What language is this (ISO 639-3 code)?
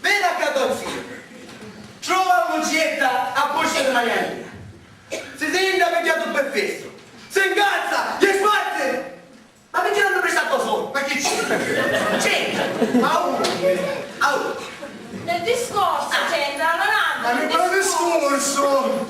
scn